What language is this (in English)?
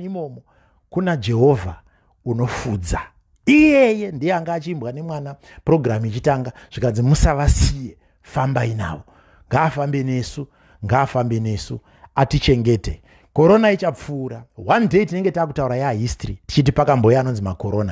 Shona